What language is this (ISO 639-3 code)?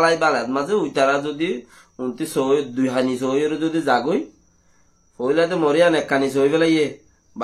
rhg